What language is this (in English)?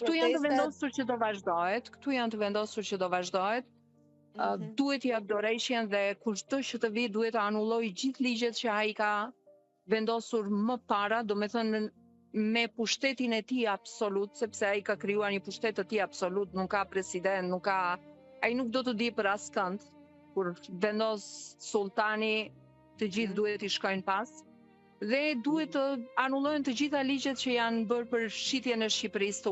Albanian